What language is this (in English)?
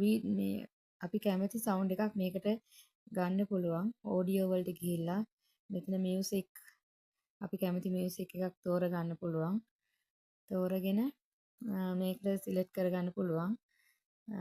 Sinhala